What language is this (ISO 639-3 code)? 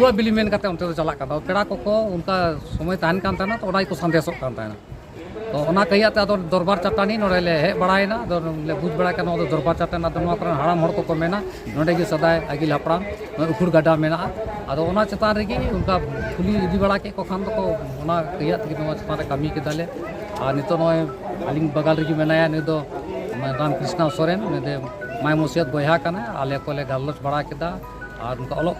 sat